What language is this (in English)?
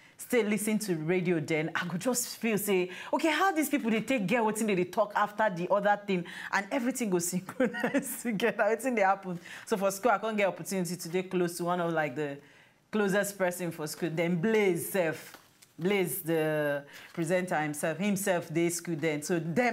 Nigerian Pidgin